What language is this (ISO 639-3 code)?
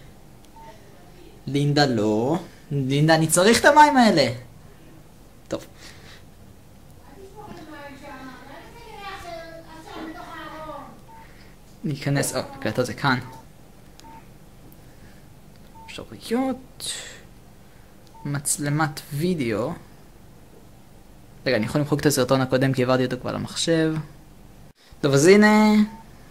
heb